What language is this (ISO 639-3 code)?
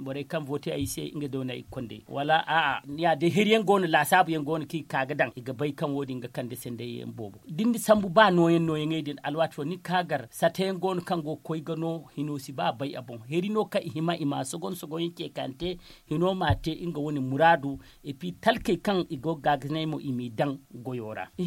dje